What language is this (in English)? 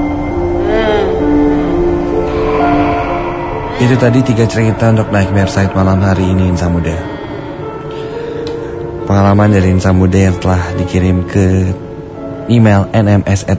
Indonesian